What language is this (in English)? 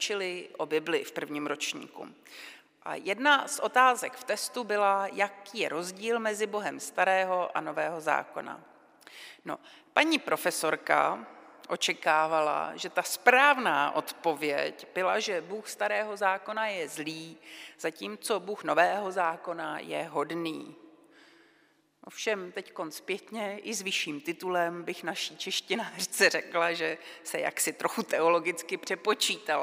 Czech